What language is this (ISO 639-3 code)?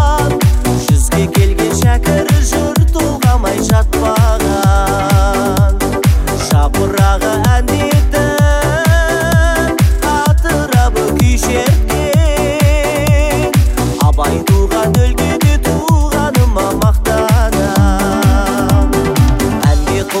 kaz